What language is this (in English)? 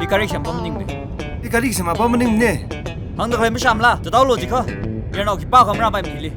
Tangkhul Naga (India)